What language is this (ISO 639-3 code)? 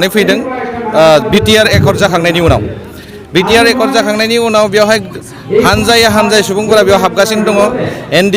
brx